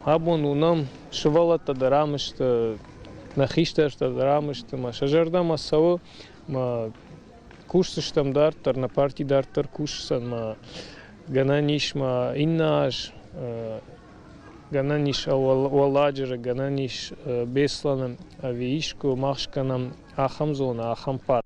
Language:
Ossetic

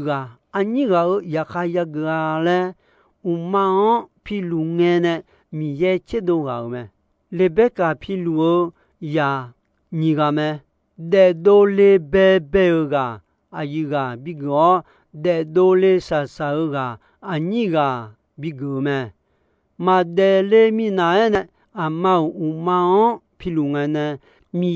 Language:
Akha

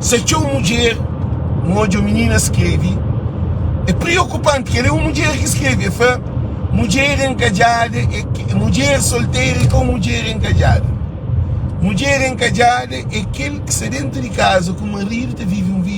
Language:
Kabuverdianu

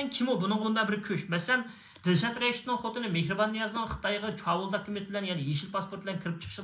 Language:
Uyghur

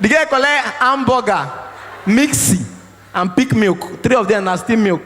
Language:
Nigerian Pidgin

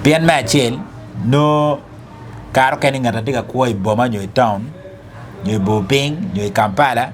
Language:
Acoli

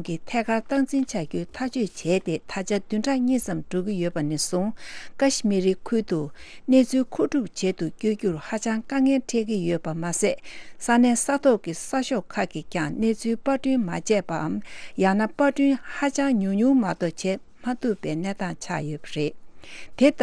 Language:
Tibetan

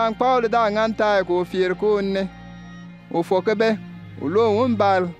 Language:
Bimoba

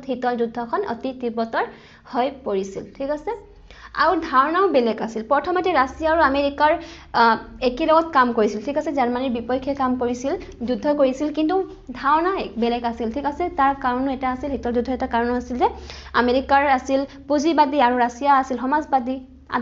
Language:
Assamese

